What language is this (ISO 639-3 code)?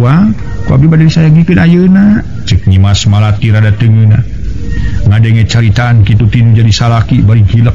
sun